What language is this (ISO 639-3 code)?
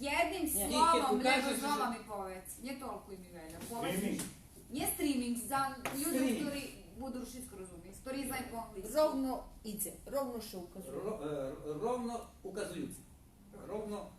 rue